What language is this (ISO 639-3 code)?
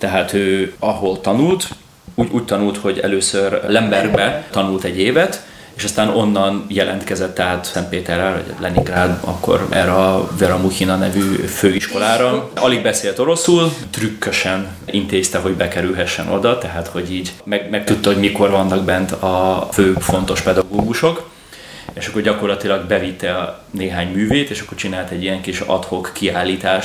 hun